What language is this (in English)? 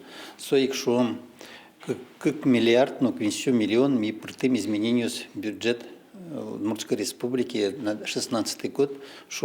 Udmurt